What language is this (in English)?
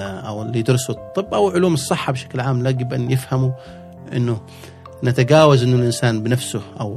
Gulf Arabic